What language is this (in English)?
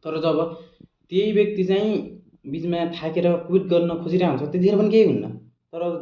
Nepali